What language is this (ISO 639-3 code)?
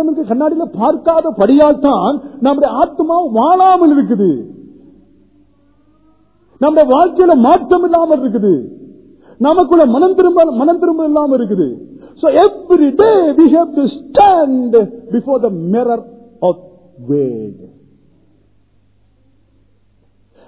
tam